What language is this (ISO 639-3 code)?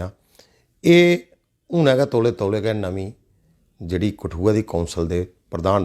doi